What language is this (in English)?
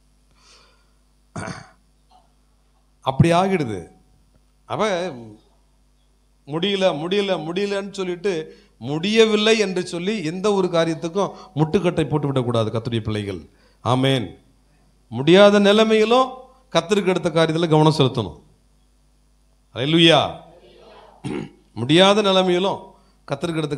Tamil